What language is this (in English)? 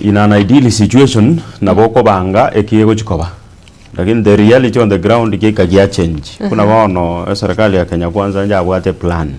Gusii